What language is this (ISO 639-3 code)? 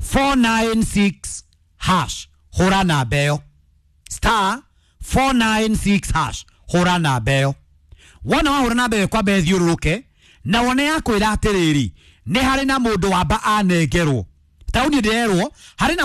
kik